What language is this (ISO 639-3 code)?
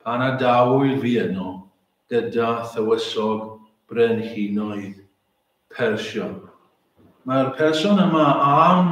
cym